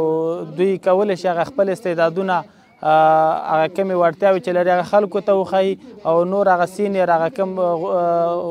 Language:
Pashto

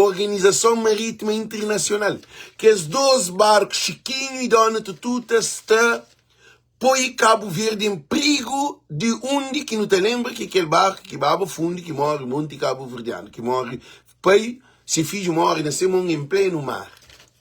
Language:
Kabuverdianu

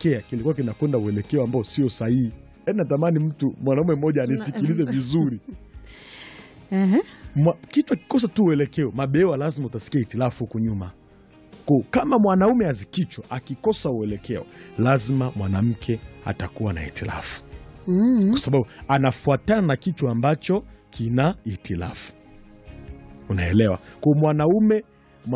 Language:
Swahili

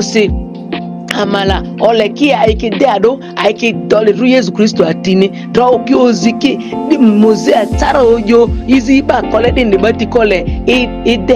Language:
Ma'di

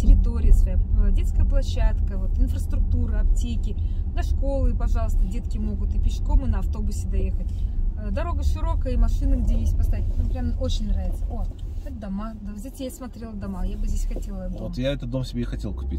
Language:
Russian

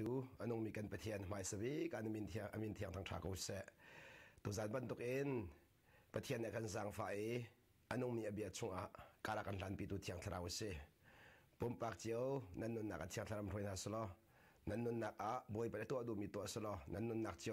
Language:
Hakha Chin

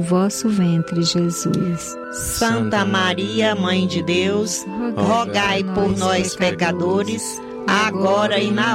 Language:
Portuguese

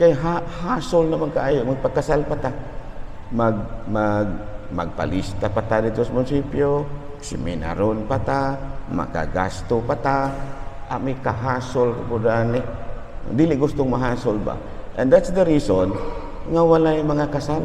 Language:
Cebuano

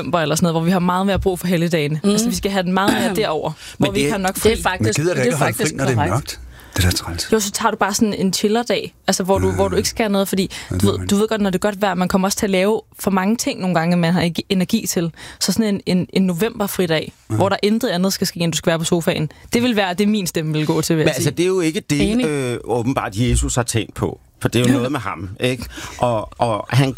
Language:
Danish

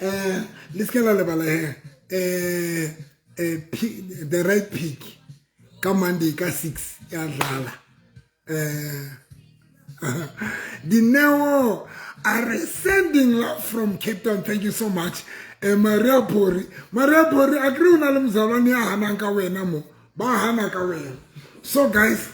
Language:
Southern Sotho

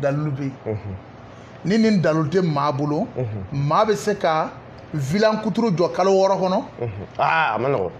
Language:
Bambara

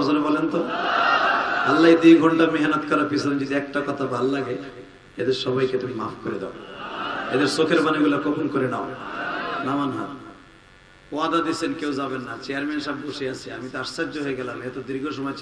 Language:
Bangla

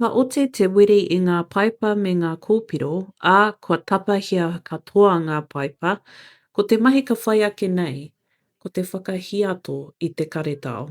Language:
Māori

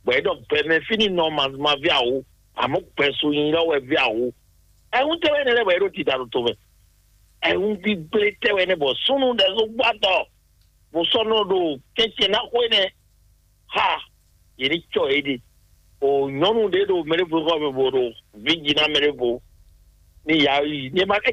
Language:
Fon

